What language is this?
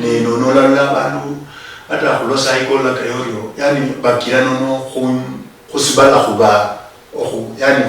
Luyia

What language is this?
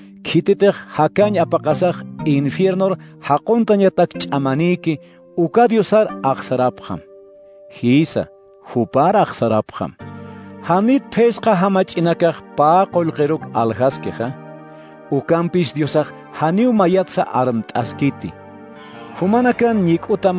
Aymara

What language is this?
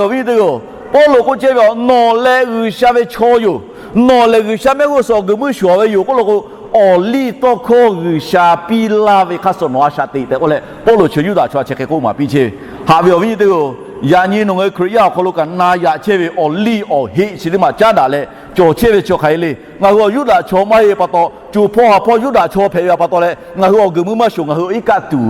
Lahu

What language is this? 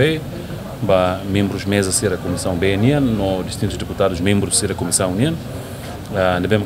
Tetum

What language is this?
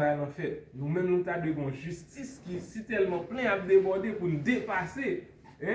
Haitian Creole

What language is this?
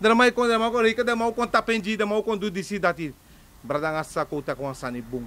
Sranan Tongo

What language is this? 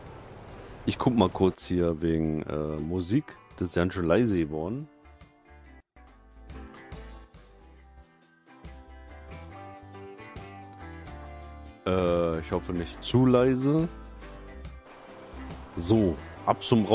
German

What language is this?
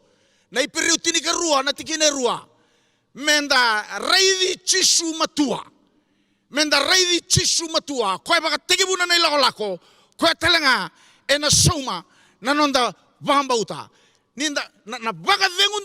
Fijian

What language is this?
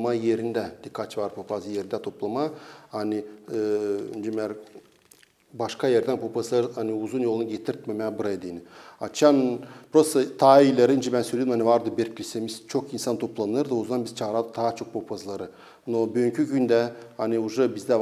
Gagauz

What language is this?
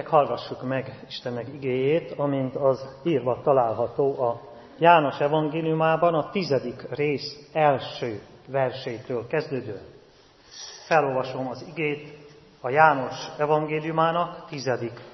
Hungarian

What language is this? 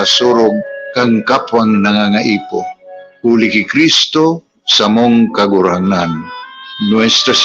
Bikol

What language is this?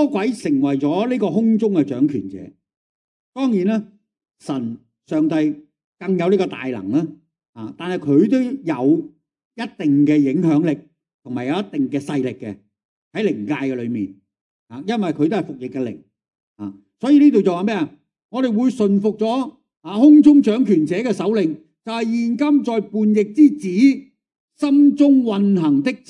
Cantonese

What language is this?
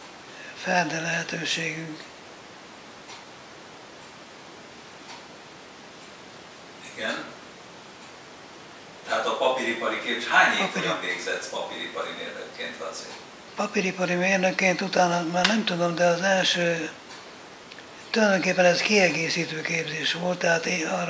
Hungarian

